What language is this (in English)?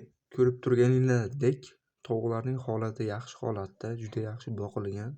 Uzbek